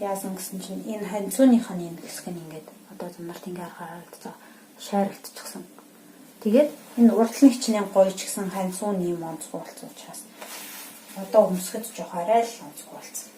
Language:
Mongolian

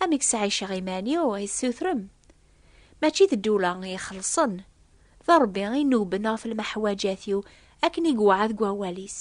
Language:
Kabyle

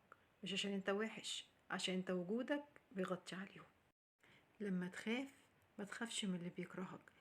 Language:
Egyptian Arabic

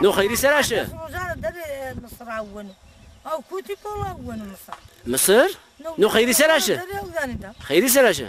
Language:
Zaza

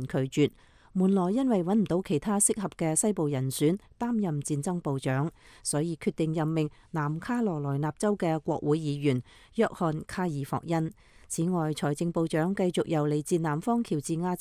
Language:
Cantonese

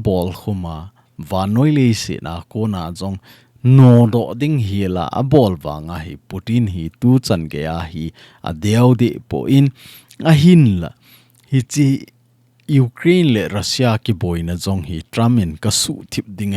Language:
Thado Chin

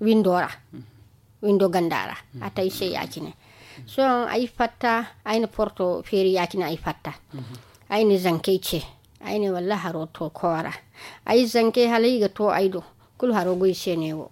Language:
Zarma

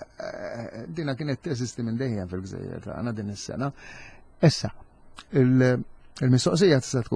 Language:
Maltese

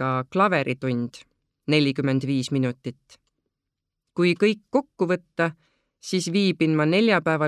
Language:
Estonian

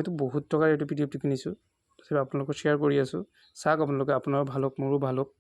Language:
Assamese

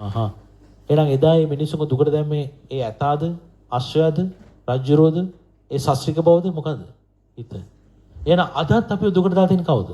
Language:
Sinhala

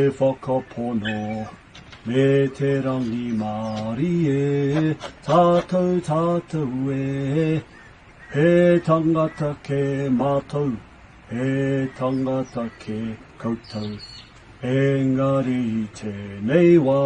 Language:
Māori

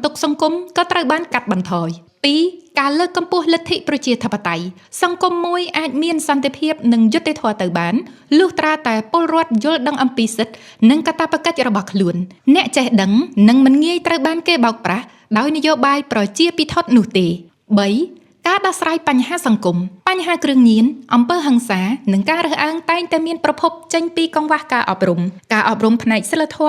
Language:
Khmer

